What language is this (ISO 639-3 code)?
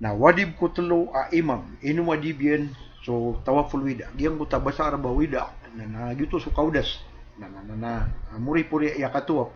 mrw